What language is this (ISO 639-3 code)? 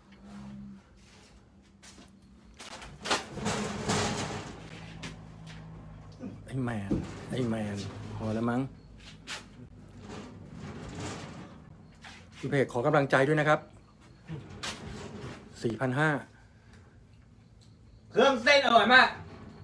tha